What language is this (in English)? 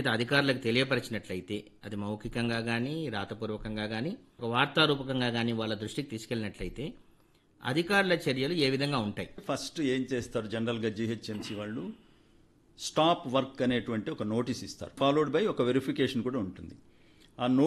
Telugu